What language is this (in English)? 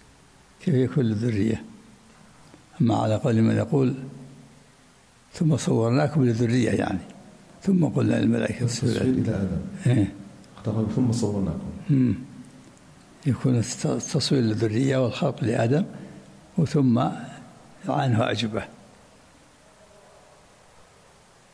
Arabic